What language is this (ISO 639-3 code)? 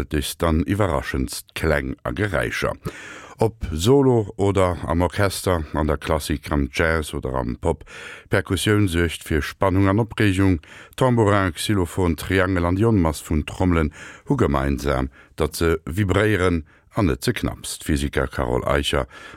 ltz